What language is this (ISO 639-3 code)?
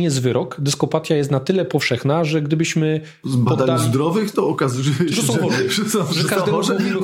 pol